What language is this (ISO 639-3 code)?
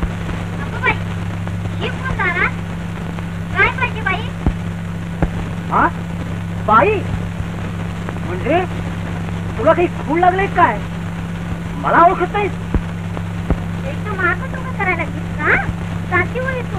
mar